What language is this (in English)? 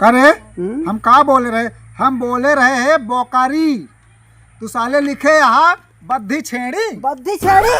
Awadhi